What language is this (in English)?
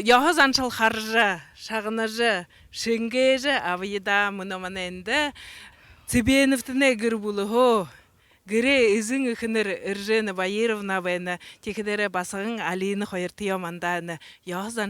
Buriat